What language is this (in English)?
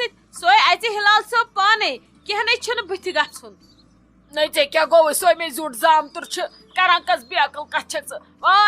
Kashmiri